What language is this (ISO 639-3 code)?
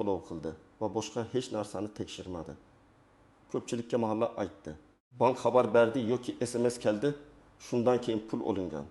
uzb